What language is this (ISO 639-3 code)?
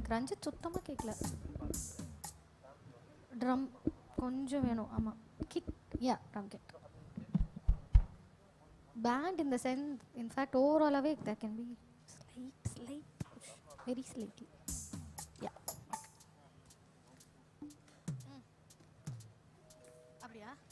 tam